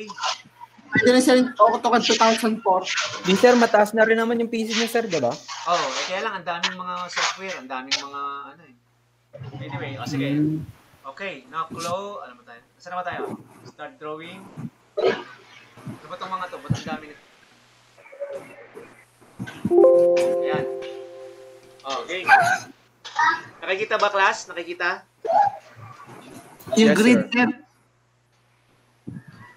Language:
Filipino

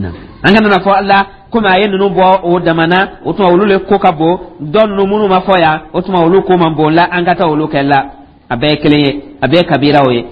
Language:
Dyula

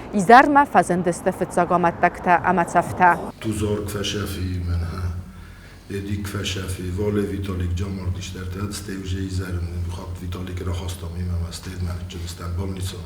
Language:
Ossetic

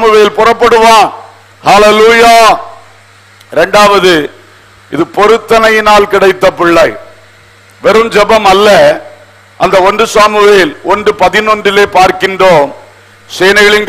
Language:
Tamil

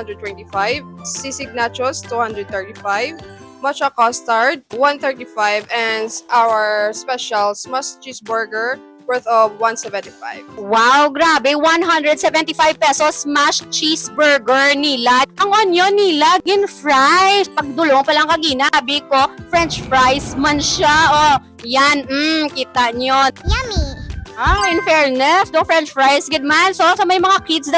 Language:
Hiligaynon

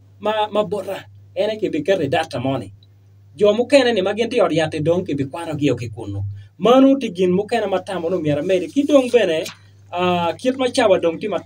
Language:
Acoli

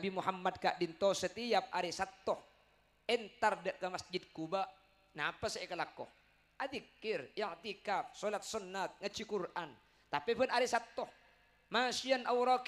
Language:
Madurese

